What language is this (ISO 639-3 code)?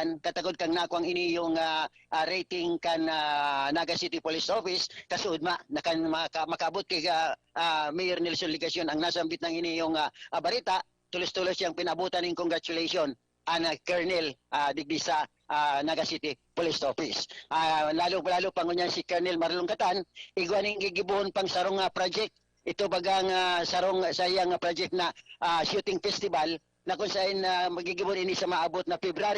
bik